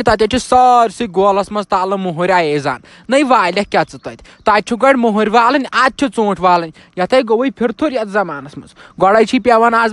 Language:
Kashmiri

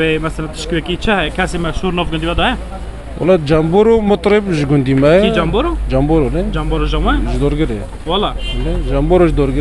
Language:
Kurdish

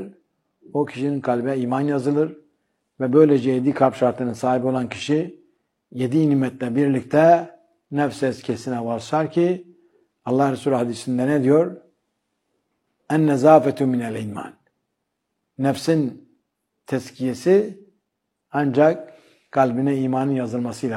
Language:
Turkish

